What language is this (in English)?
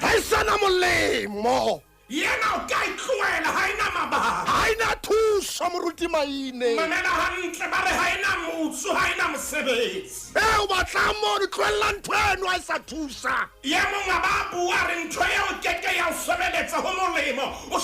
Southern Sotho